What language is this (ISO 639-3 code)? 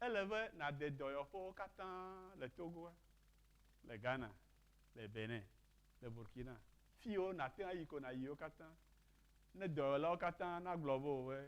ewe